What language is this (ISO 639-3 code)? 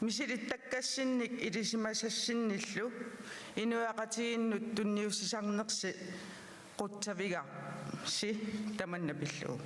kal